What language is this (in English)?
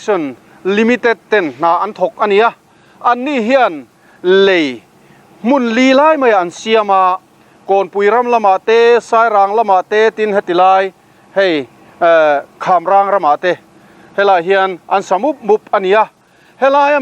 Mizo